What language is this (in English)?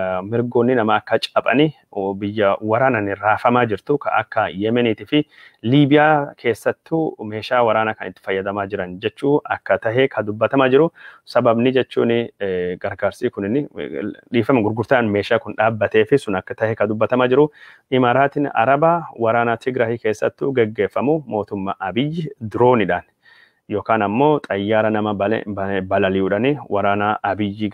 Oromo